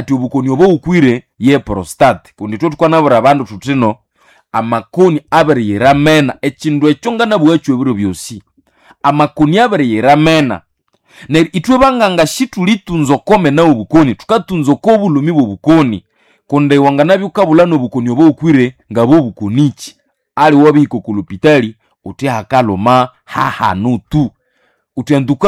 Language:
Nande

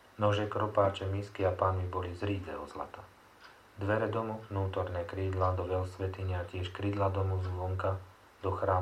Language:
Slovak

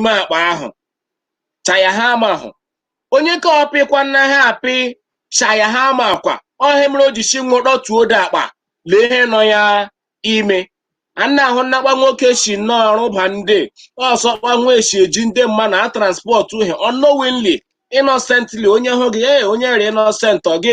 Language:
Igbo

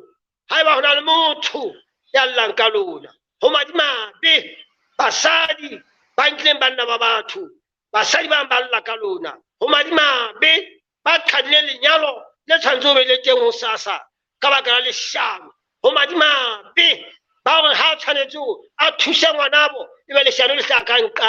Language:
Southern Sotho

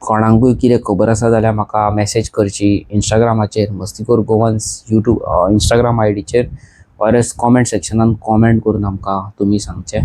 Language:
Konkani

